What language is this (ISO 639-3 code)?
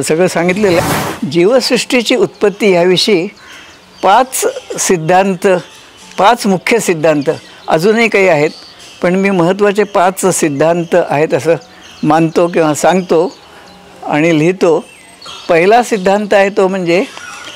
mar